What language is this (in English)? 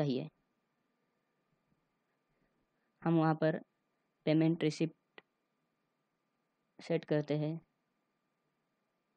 Hindi